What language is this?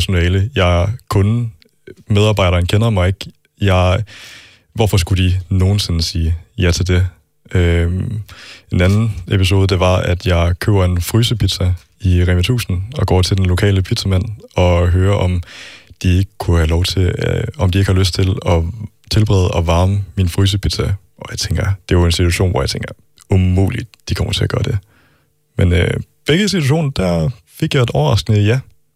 Danish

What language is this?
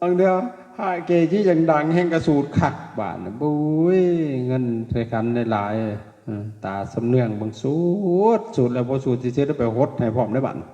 Northeastern Thai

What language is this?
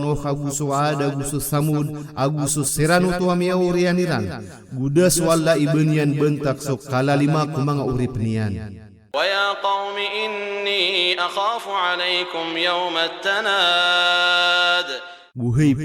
Maranao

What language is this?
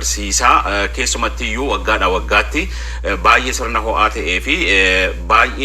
Oromo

